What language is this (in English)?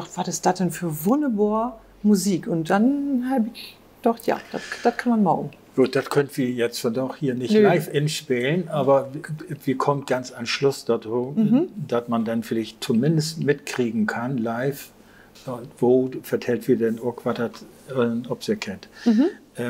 Low German